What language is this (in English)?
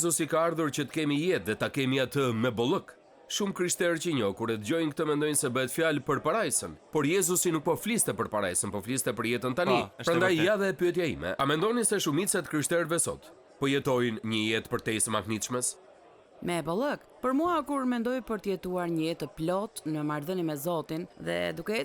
Albanian